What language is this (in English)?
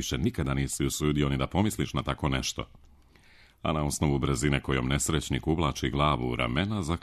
Serbian